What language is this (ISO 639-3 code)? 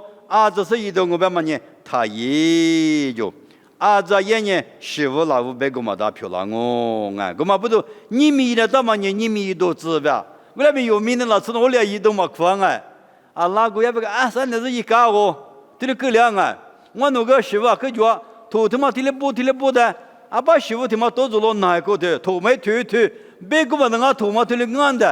lis